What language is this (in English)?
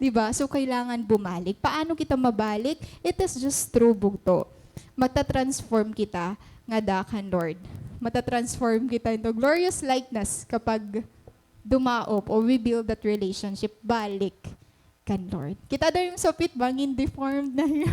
Waray